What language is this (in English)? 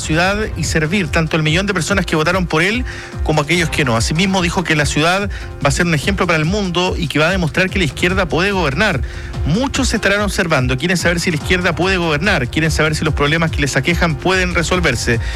Spanish